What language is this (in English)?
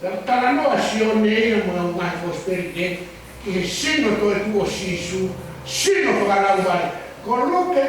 Tongan